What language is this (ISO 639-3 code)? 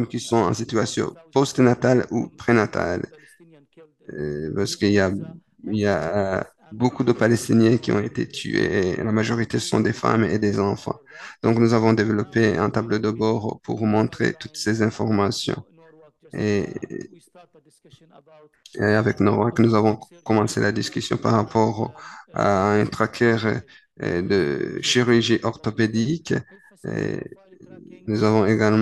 fra